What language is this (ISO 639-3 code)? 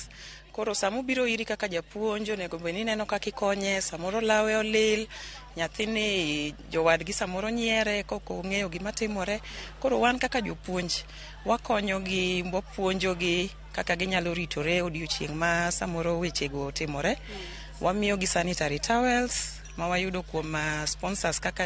luo